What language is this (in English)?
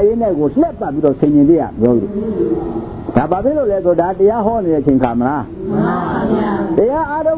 Burmese